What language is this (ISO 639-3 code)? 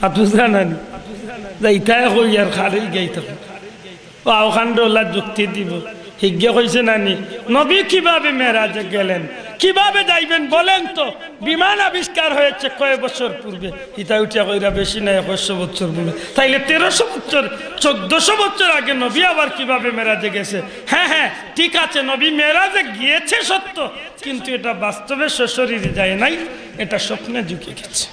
syl